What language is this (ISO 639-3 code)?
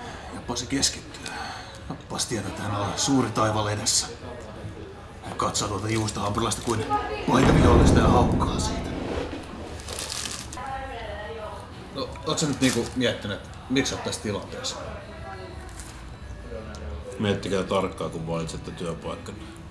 fin